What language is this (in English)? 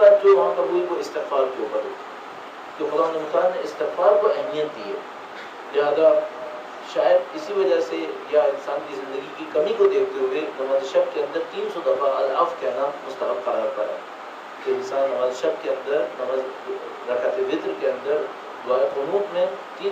Urdu